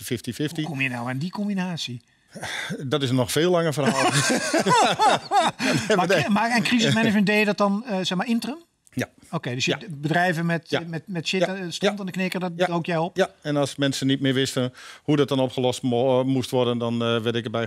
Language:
Dutch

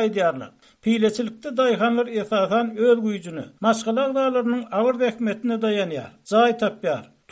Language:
Turkmen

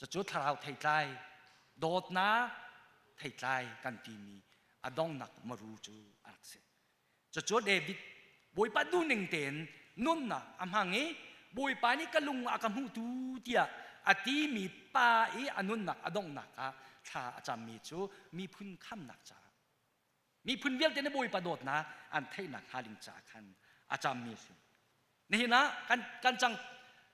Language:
Hakha Chin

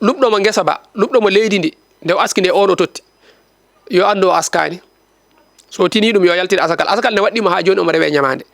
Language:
Fula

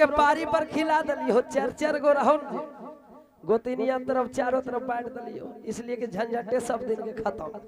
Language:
Magahi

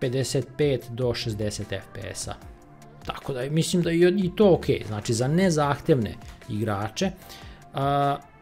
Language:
Serbian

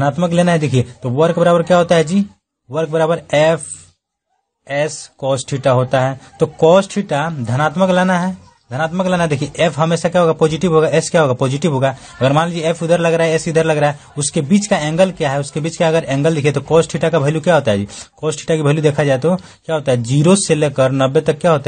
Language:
Hindi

